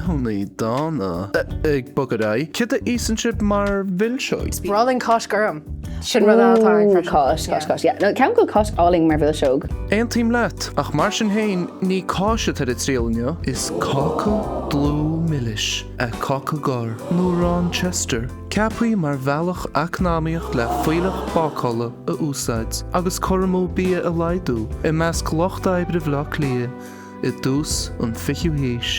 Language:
Irish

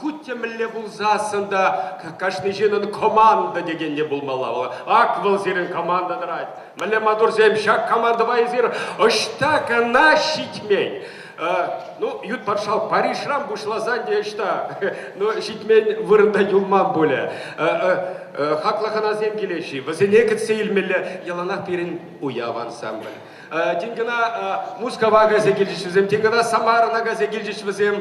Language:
Chuvash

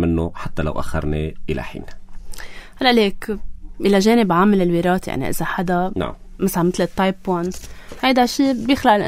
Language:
North Levantine Arabic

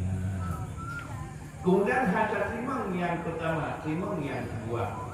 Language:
Achinese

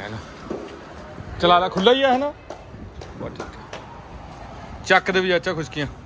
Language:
Punjabi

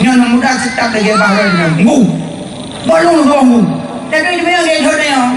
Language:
Achinese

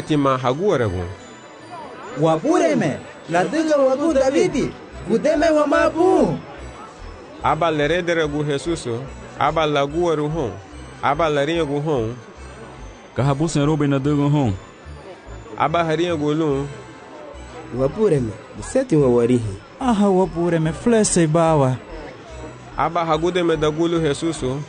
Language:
Garifuna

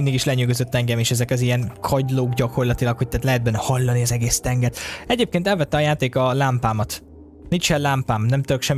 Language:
Hungarian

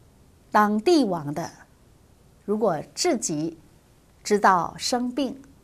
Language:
Chinese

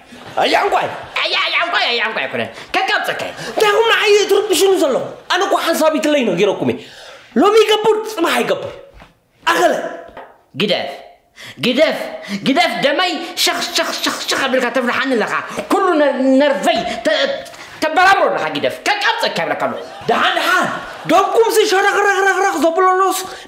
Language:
Tigrinya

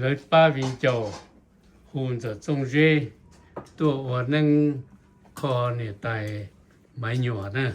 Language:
Hmong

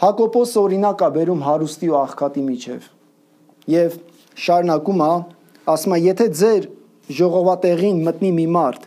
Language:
Armenian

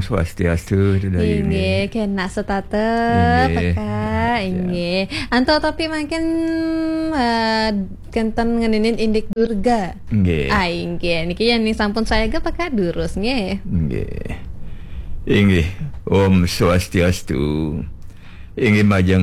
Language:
Balinese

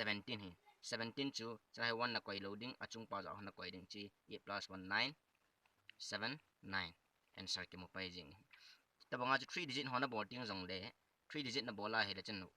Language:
Thado Chin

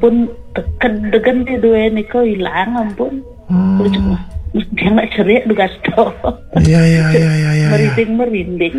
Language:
Balinese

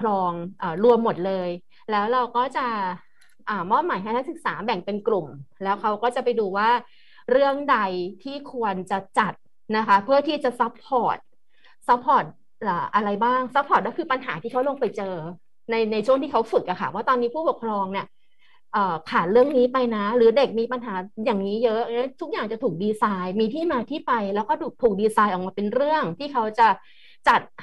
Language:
Thai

